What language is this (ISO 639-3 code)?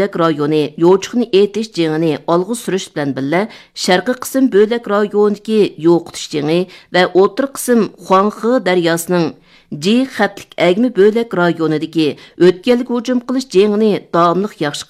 uig